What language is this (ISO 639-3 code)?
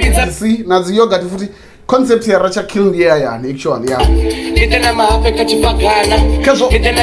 ven